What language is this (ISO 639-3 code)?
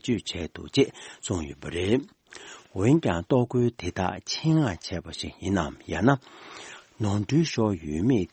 bod